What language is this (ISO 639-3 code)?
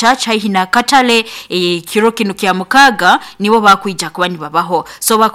nyn